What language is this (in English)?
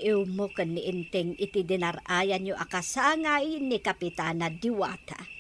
Iloko